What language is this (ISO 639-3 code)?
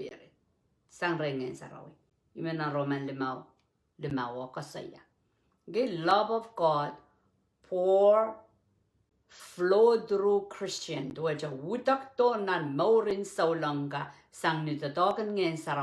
pon